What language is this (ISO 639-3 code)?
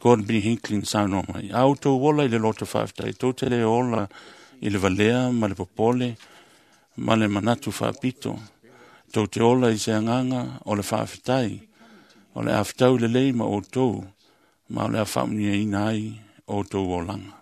smo